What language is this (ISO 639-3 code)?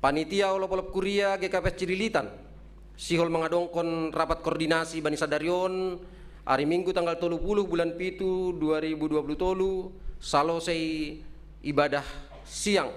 bts